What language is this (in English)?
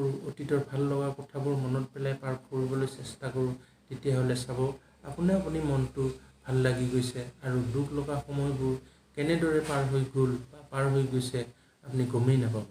Assamese